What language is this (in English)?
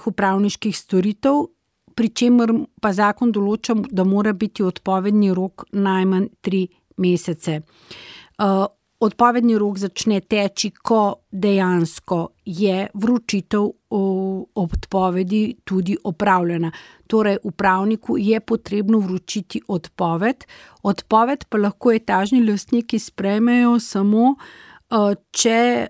Slovenian